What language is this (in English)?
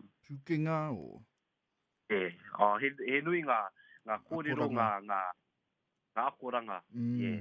Māori